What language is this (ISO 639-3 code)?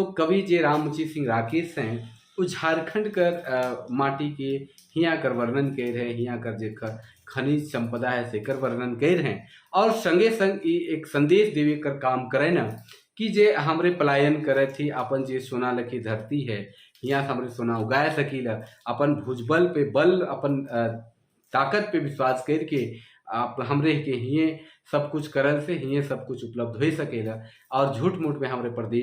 sck